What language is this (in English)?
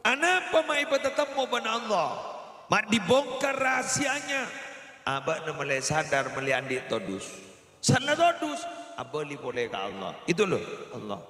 Madurese